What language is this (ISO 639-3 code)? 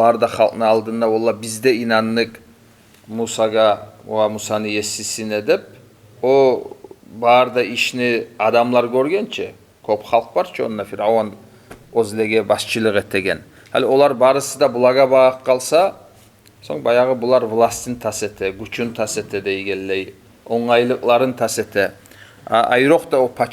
kum